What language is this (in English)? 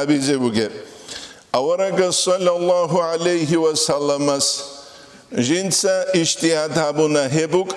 Avaric